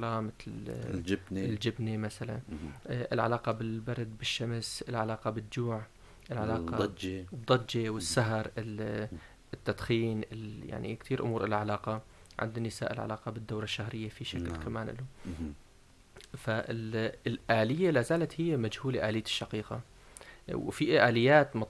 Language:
North Levantine Arabic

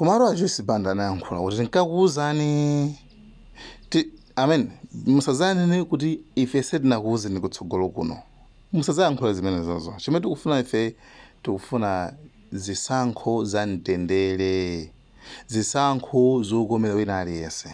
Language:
Nyanja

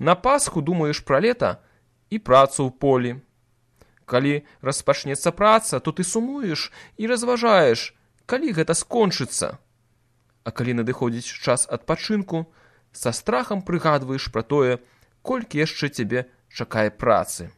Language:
Belarusian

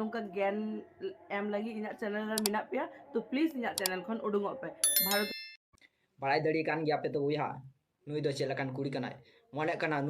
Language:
Santali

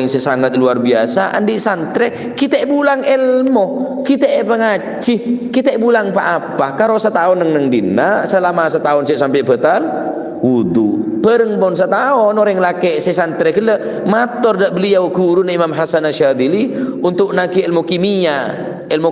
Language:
Madurese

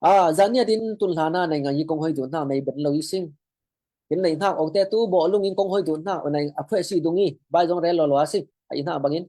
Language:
Falam Chin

